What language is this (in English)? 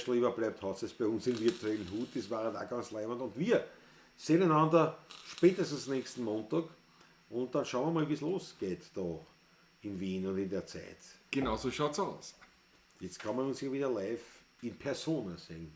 Bavarian